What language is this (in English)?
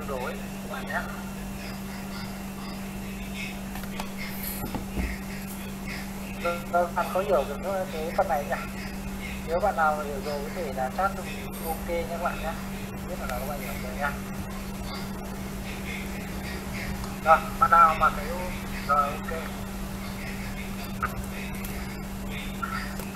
Vietnamese